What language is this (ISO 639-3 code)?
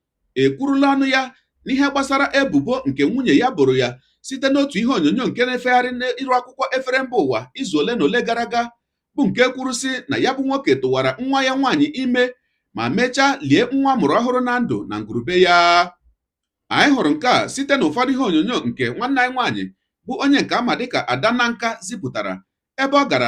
ibo